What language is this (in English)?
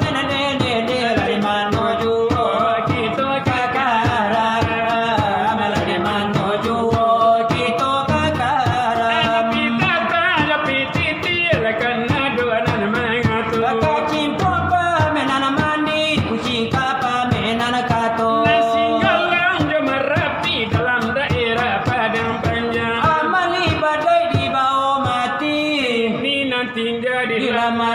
Minangkabau